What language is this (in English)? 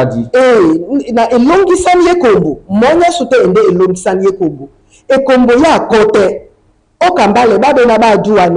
Duala